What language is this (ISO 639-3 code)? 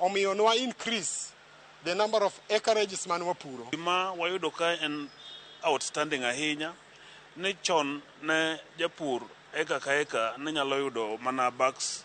luo